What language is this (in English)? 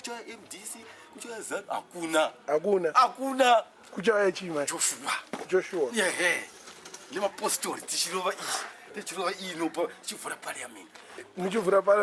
Shona